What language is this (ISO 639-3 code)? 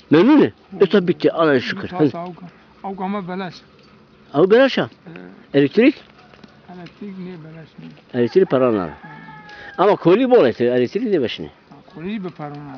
zza